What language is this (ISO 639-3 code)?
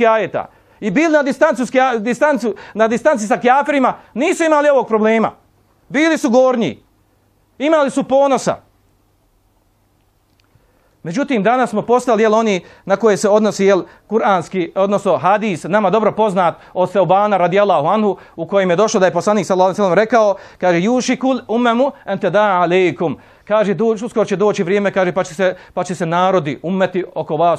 bos